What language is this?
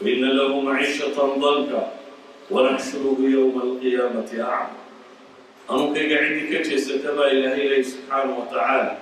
Somali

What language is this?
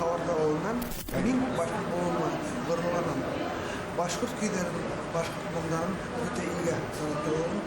Bashkir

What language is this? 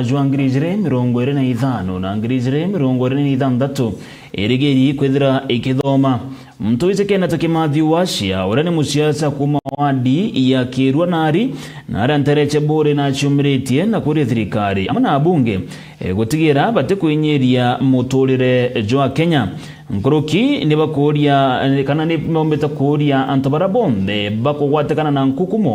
Meru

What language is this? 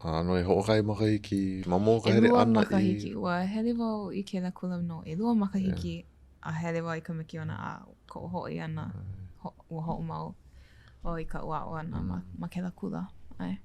Hawaiian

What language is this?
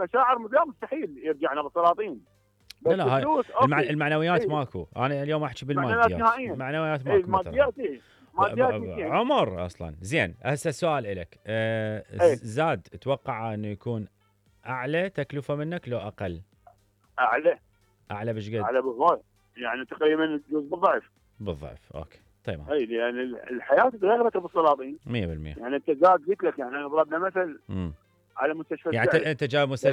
Mesopotamian Arabic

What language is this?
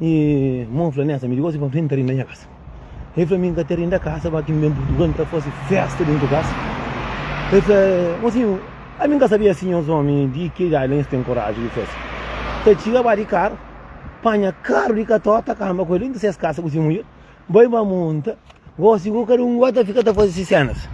Kabuverdianu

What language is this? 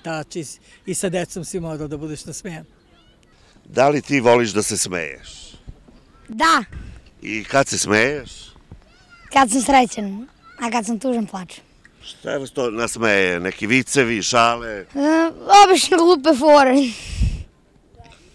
Serbian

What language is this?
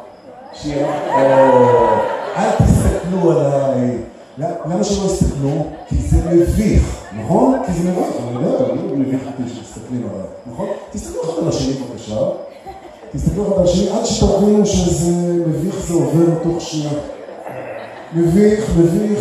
Hebrew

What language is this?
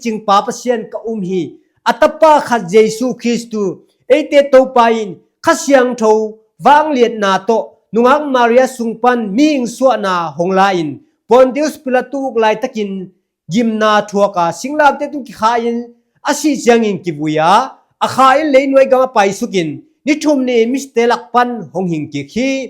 Tedim Chin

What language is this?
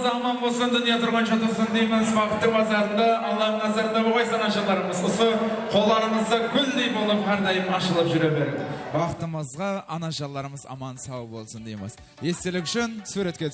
Kara-Kalpak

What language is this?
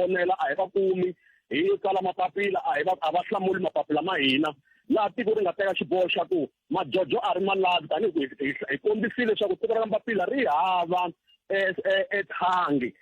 Tsonga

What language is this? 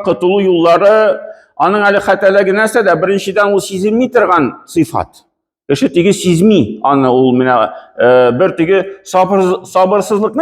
Tatar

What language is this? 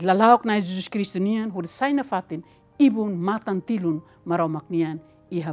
Tetum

